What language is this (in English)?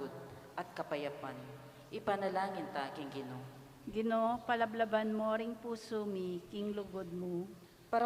Pampanga